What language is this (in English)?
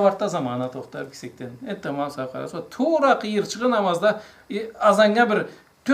Karachay-Balkar